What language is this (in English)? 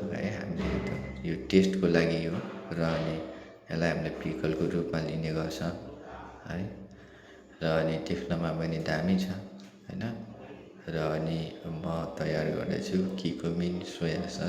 Nepali